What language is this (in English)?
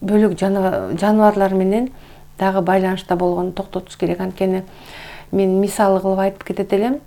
Kyrgyz